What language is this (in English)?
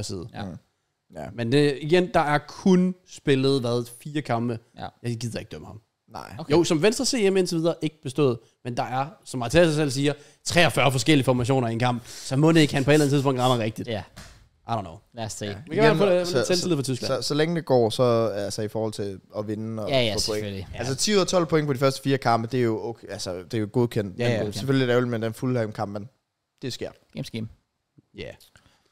Danish